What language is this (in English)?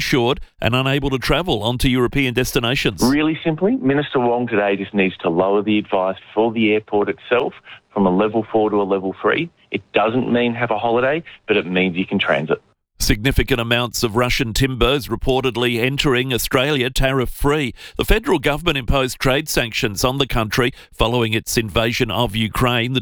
English